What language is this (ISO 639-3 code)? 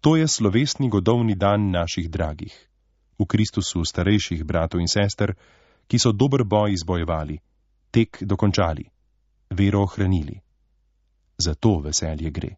slv